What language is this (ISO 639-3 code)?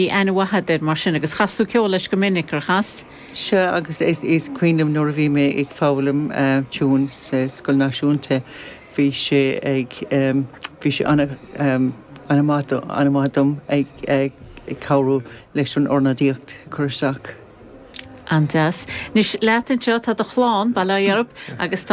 gle